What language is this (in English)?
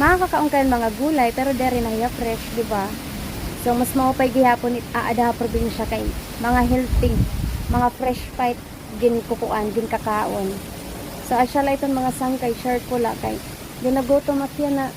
Waray